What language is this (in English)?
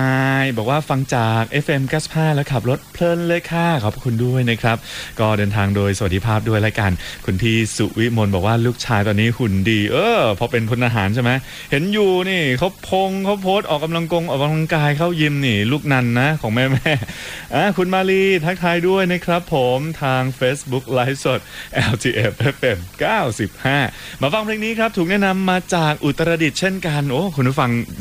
Thai